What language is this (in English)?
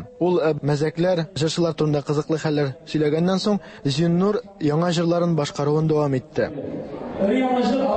Tatar